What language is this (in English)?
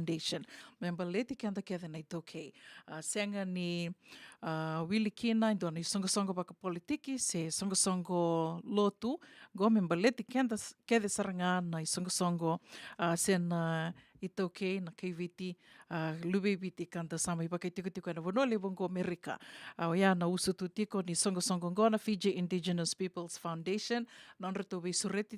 Fijian